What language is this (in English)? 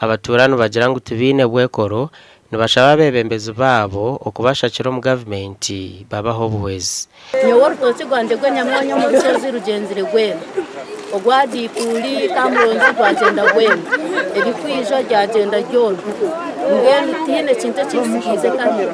Nyankole